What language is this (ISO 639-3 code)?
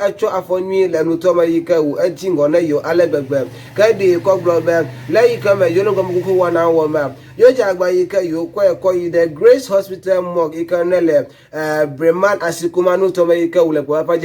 ewe